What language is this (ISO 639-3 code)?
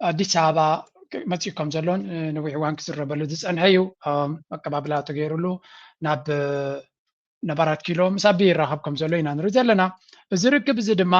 tir